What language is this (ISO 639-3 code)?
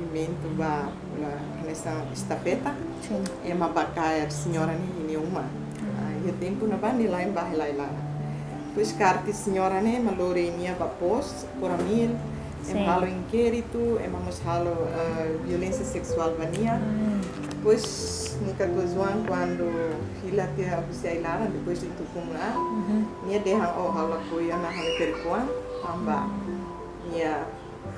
tet